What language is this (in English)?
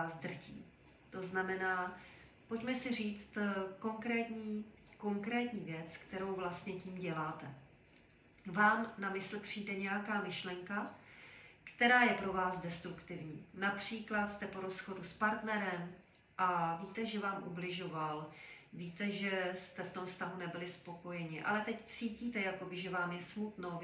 Czech